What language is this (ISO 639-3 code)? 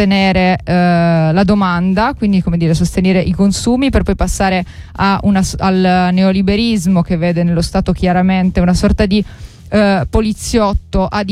ita